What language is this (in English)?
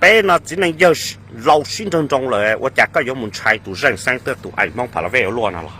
Hmong